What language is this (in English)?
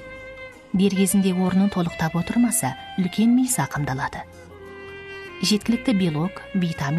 Kazakh